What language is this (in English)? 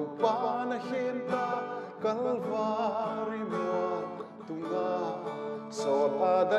Tedim Chin